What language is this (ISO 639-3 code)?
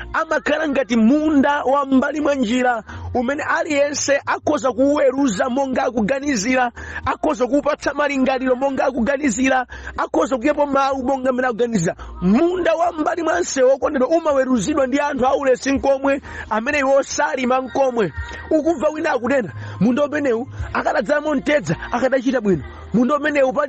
nya